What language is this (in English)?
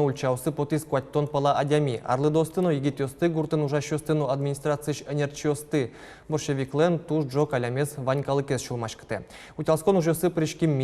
Udmurt